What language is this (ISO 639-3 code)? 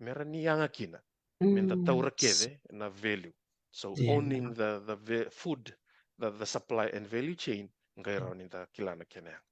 fij